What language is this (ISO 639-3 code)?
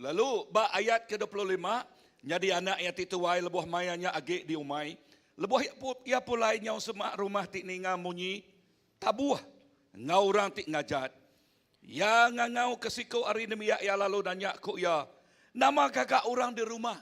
iba